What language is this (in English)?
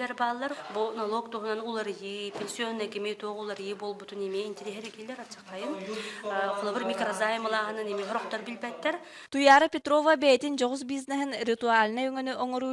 Yakut